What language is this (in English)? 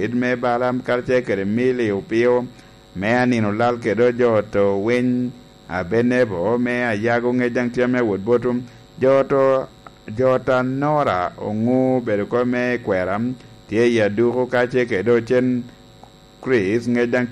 Lango (Uganda)